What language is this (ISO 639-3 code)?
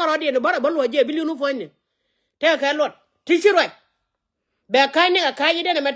nus